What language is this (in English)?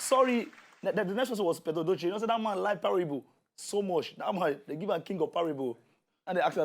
Nigerian Pidgin